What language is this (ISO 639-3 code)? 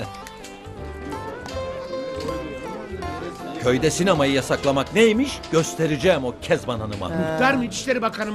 tur